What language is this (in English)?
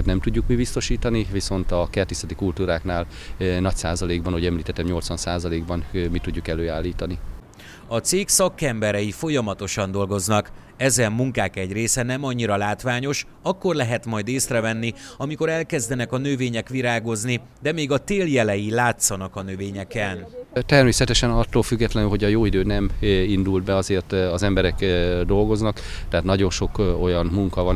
Hungarian